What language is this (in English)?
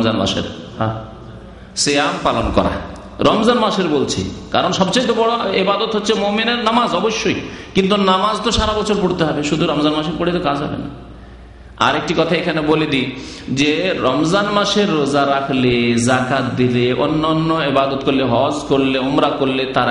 Bangla